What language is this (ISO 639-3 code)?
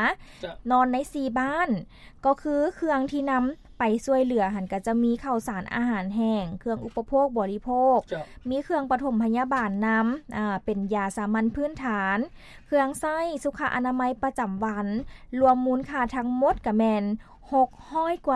lao